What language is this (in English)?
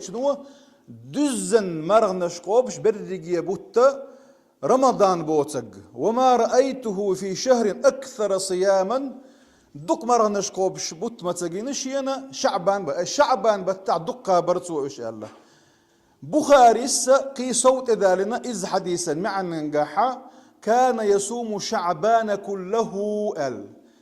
Chechen